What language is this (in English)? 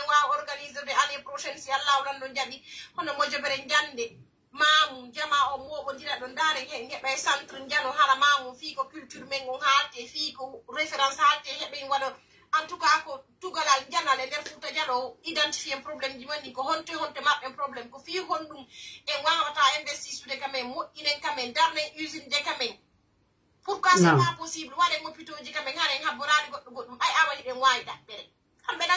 Pular